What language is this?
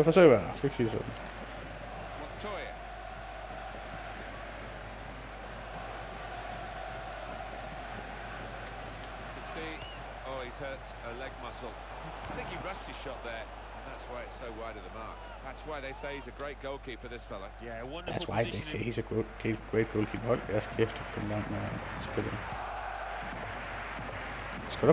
Danish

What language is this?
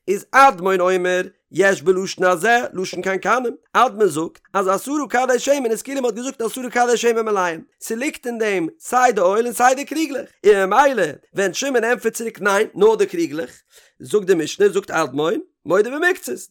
Yiddish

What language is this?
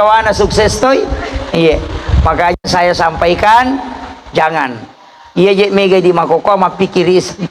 Buginese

